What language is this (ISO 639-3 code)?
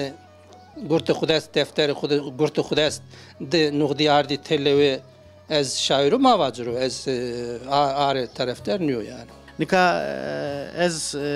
zza